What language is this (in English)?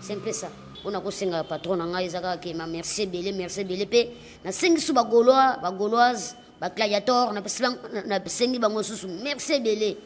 Lingala